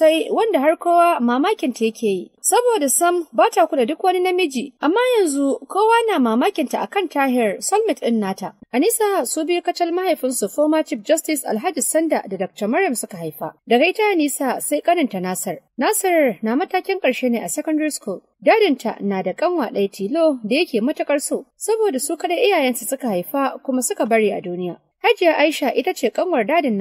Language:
Hausa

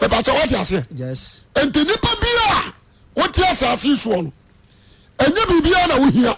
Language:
Akan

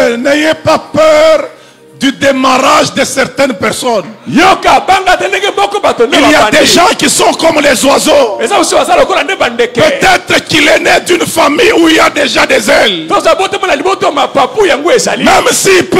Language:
French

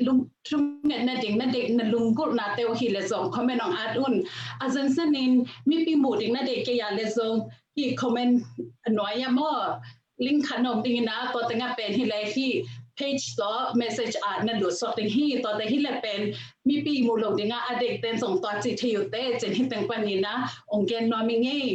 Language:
Tedim Chin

